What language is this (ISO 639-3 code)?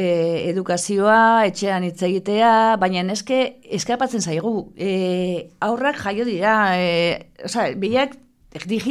eus